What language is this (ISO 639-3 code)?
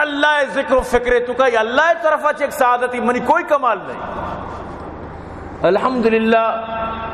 bal